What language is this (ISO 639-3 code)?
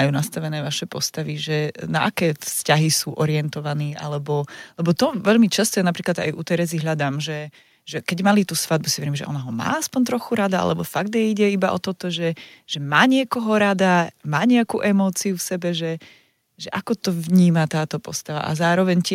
slk